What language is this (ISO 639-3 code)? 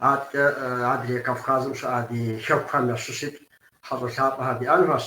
kbd